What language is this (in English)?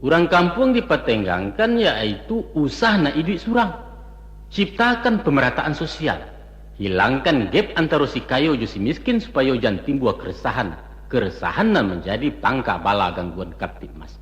Minangkabau